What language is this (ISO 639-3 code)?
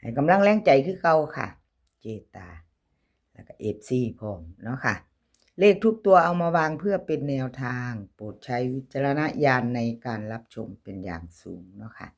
tts